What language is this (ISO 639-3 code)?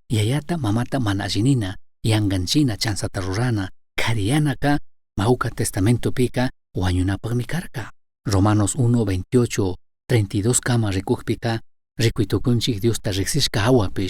qug